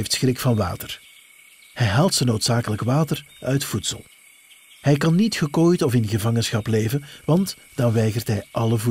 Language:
Dutch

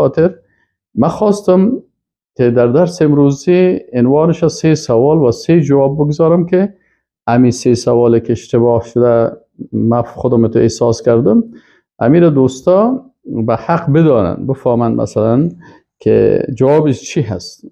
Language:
Persian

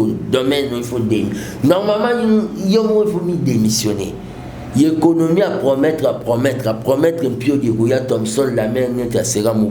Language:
Lingala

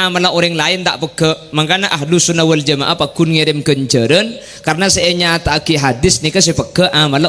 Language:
Madurese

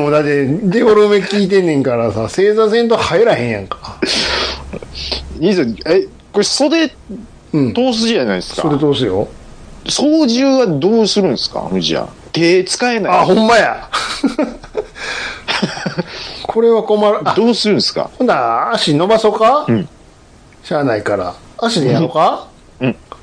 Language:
Japanese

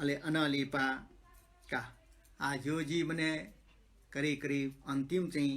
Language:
Newari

